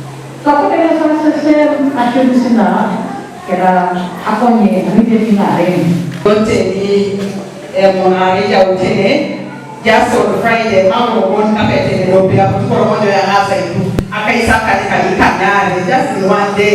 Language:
Teso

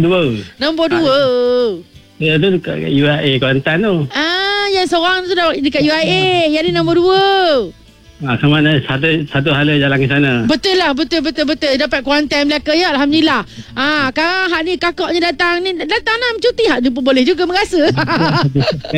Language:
Malay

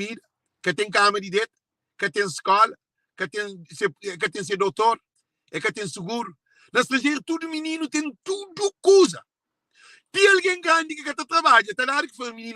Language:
Kabuverdianu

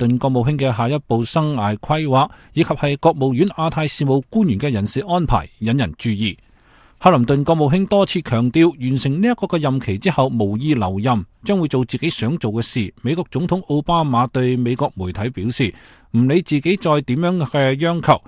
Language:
Cantonese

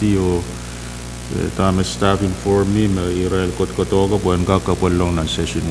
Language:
Pohnpeian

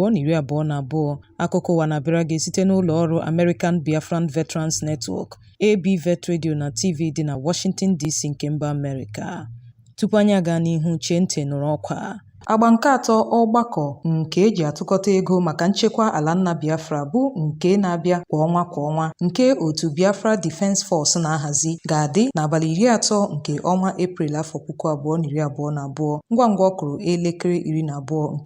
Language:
Igbo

